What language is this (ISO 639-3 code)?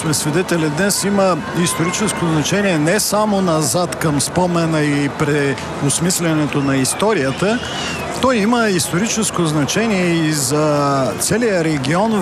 bul